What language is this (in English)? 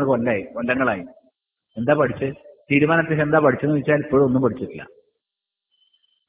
Malayalam